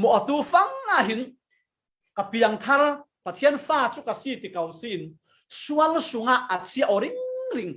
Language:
Falam Chin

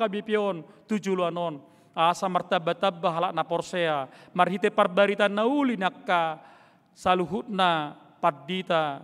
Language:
Batak Toba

